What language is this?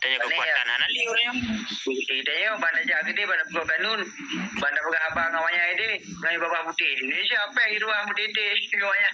Achinese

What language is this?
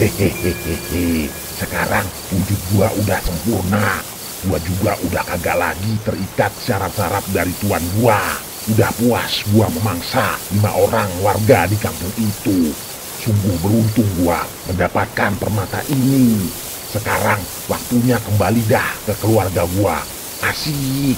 Betawi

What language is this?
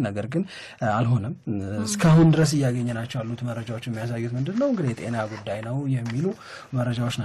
Amharic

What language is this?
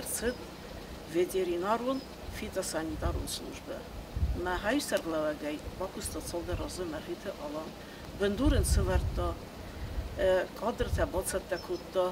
Ossetic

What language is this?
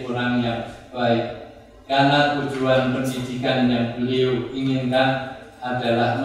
Indonesian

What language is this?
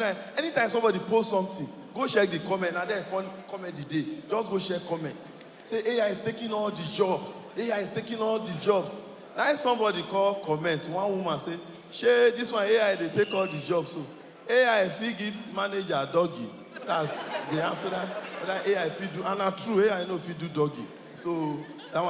Nigerian Pidgin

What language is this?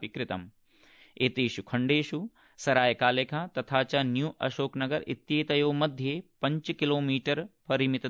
Sanskrit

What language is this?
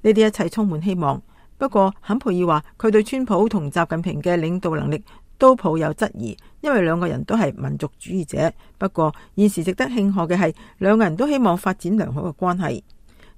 Cantonese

